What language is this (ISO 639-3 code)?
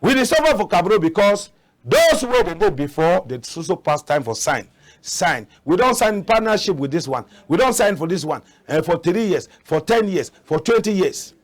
wes